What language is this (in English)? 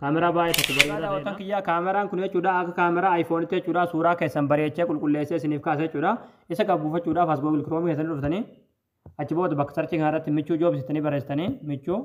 Oromo